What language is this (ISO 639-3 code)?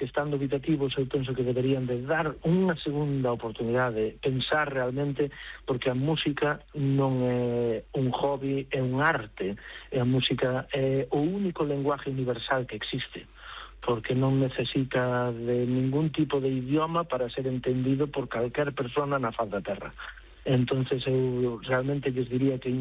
glg